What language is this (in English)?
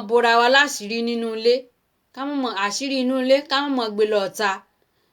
Yoruba